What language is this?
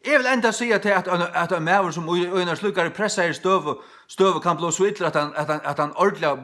Faroese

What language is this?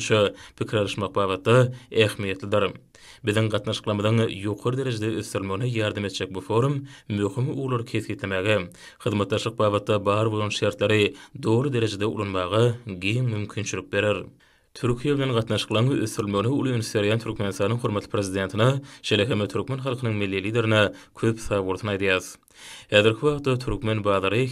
Turkmen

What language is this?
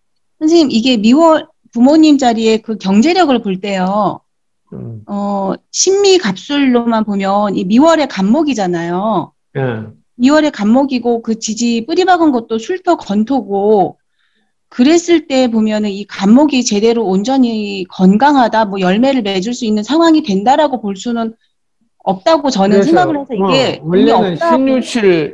Korean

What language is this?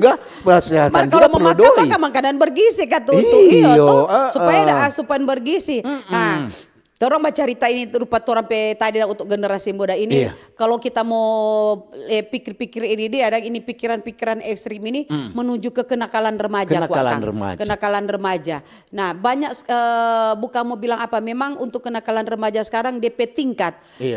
Manado Malay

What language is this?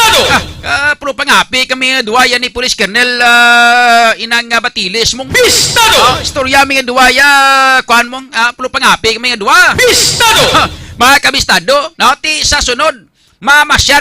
Hiligaynon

